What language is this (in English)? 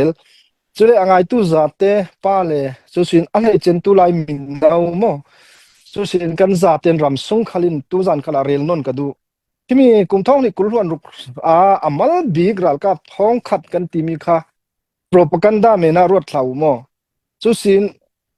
Hakha Chin